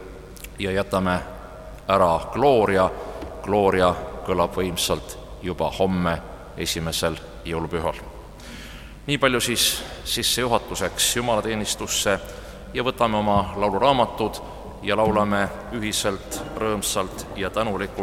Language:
Estonian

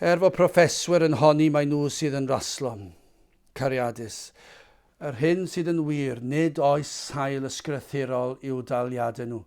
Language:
Welsh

